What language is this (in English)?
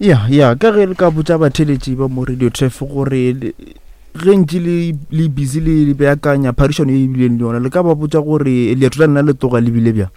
Northern Sotho